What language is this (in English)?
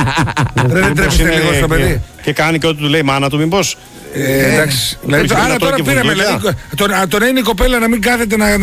Greek